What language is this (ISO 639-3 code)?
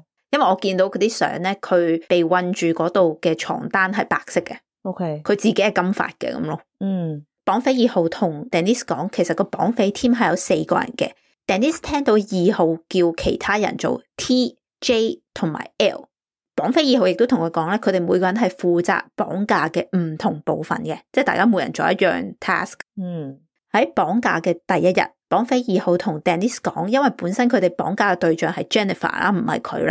yue